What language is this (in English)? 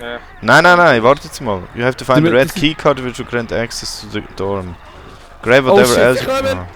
Swiss German